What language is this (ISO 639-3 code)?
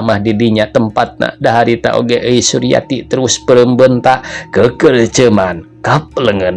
sun